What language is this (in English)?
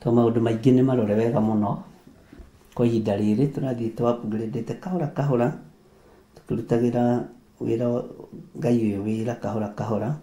Kikuyu